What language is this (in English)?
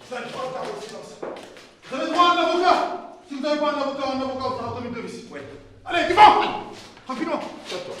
Fula